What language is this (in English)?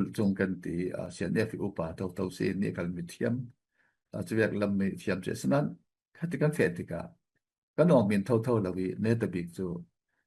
Falam Chin